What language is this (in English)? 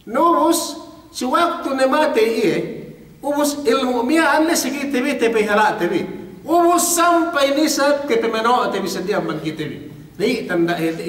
Yakan